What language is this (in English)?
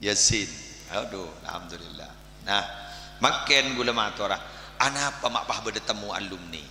Madurese